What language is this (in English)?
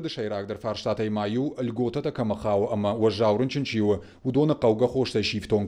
Ossetic